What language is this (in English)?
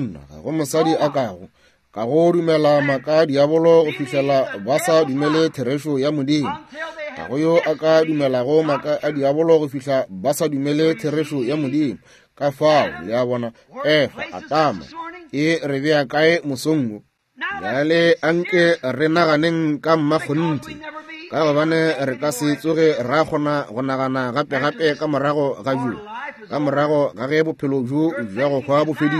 Northern Sotho